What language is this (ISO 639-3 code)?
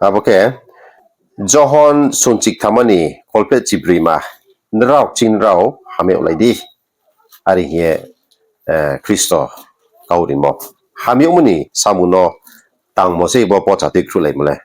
ria